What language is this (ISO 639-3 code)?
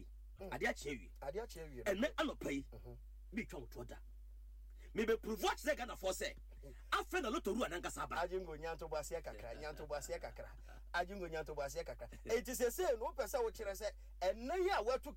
aka